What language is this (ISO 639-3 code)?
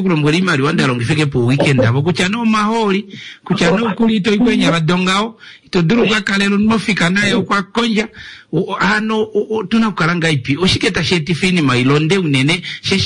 kua